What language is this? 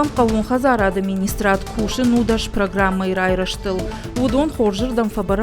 Ossetic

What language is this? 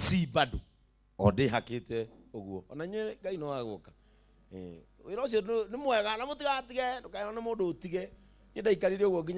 Kikuyu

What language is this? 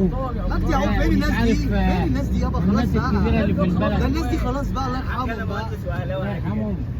Egyptian Arabic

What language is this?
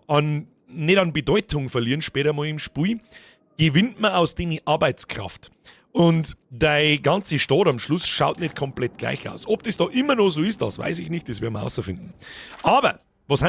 Bavarian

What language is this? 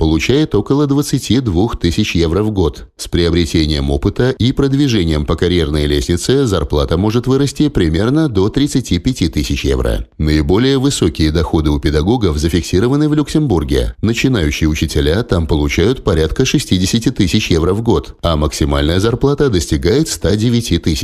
Russian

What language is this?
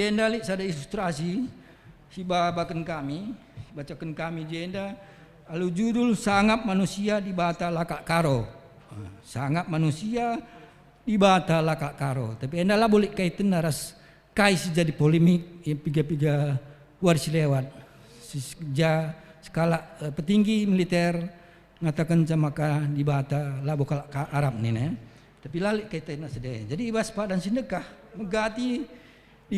Batak Karo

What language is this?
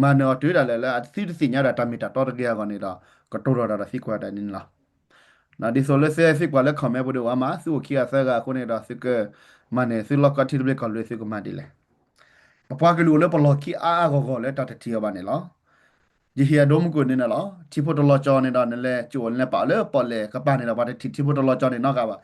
S'gaw Karen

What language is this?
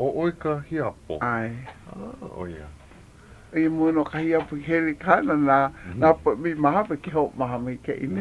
Hawaiian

